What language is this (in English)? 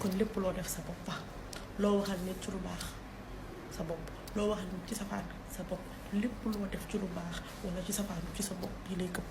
Wolof